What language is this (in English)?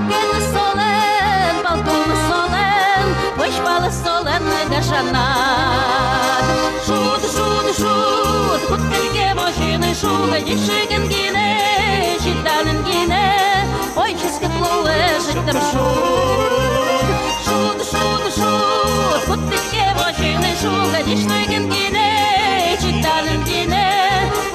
Udmurt